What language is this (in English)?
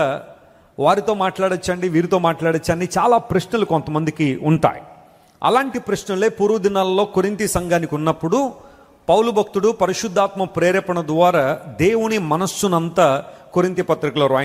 Telugu